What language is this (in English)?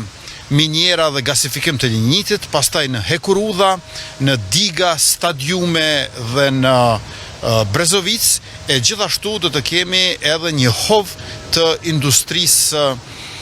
Albanian